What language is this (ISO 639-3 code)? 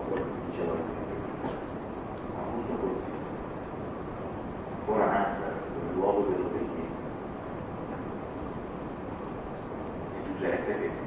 ita